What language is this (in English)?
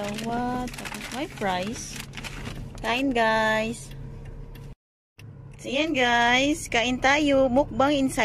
Filipino